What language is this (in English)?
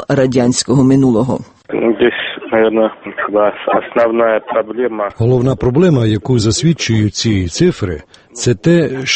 Ukrainian